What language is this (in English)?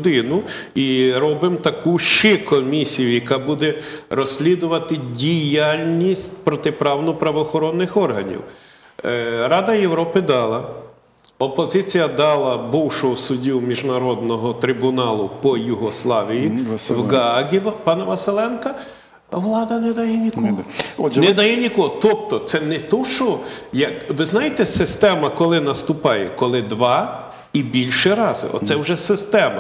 Ukrainian